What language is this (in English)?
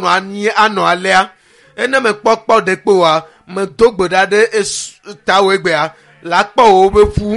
Ewe